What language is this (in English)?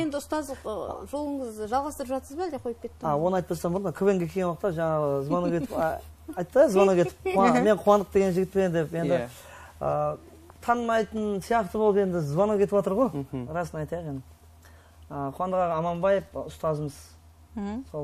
Kara-Kalpak